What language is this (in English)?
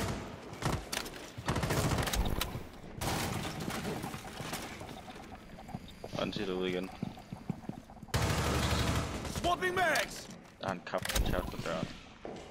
Danish